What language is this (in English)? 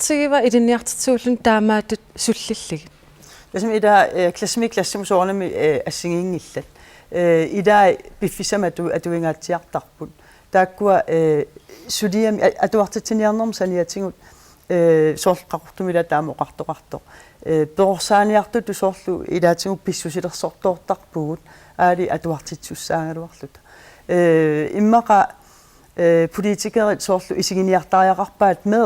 Kalaallisut